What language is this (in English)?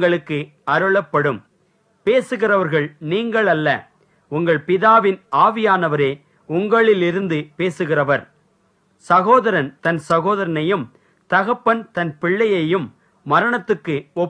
Tamil